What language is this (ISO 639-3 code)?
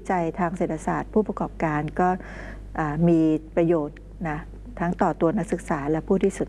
tha